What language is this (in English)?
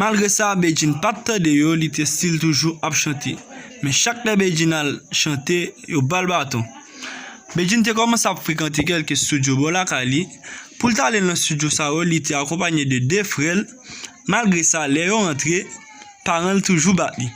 Haitian Creole